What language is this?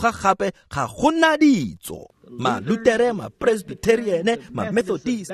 Tswana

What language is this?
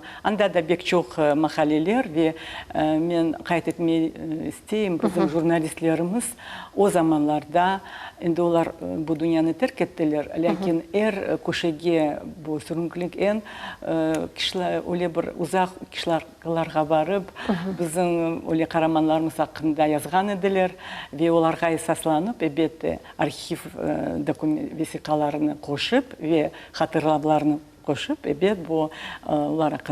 Crimean Tatar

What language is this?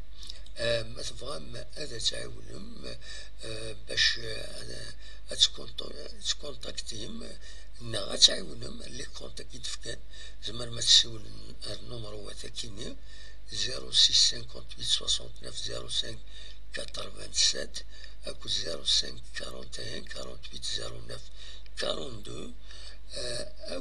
Kabyle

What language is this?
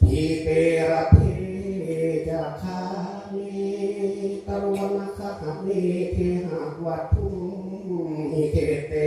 Pali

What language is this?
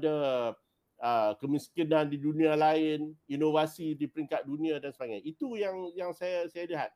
Malay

